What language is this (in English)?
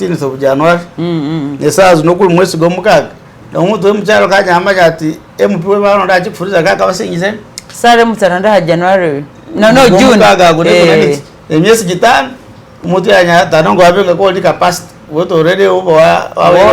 Masaaba